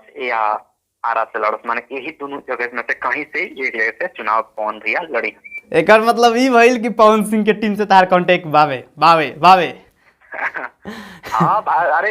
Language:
Bhojpuri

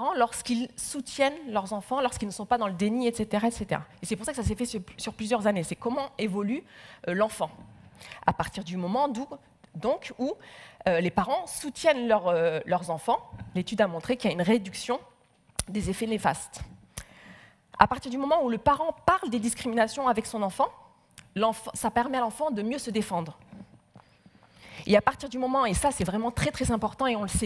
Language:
French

